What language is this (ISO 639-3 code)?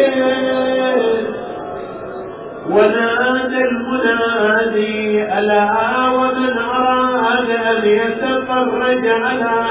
ara